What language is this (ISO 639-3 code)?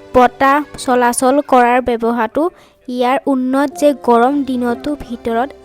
asm